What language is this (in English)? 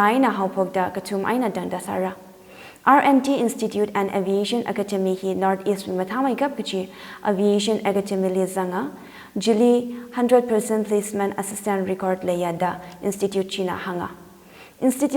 Tangkhul Naga (India)